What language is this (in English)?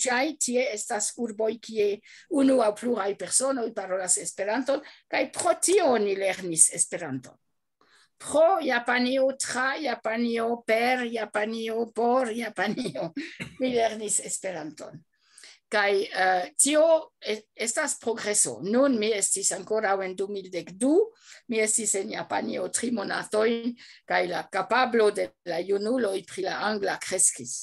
Esperanto